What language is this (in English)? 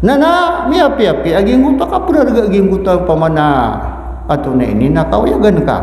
Maranao